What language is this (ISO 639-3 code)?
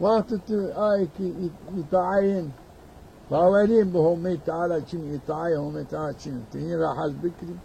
zza